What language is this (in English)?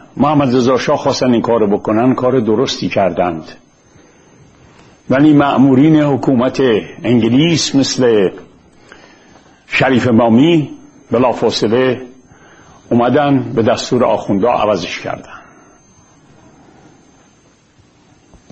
Persian